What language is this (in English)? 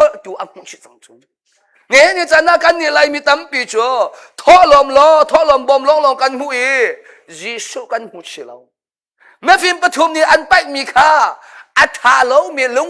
Hakha Chin